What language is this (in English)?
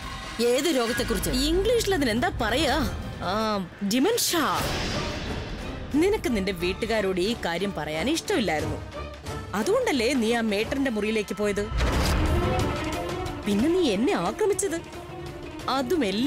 Malayalam